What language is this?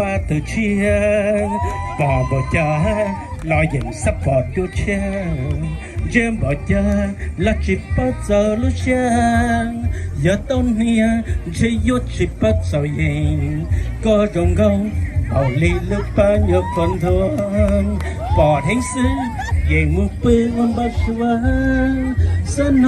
Hmong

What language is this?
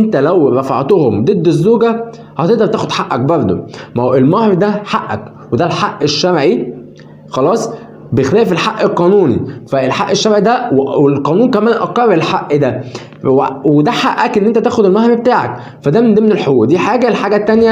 Egyptian Arabic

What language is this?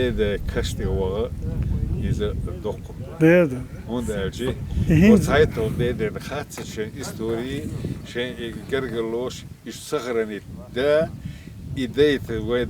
Chechen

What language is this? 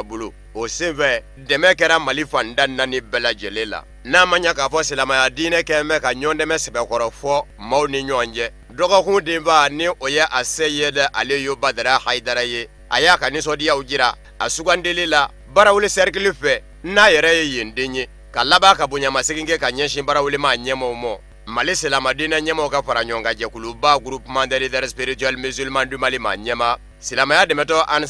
Bambara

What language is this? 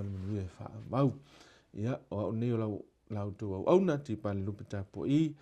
Samoan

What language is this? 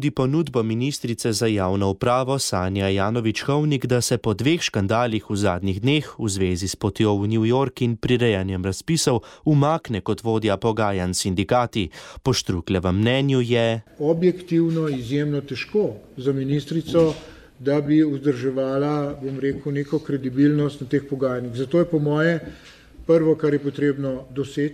Slovenian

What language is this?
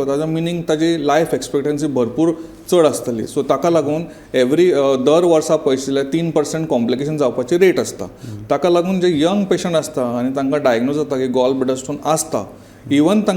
Konkani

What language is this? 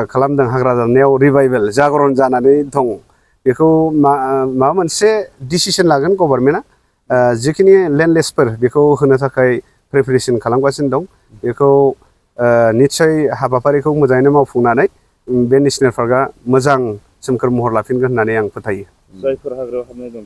Bodo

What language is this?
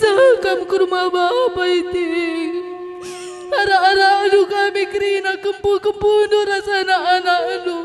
Batak Karo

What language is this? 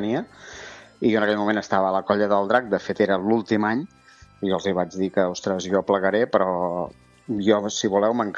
Catalan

